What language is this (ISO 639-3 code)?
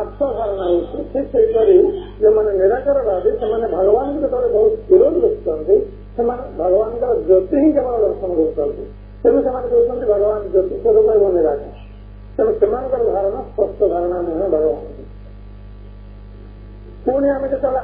ori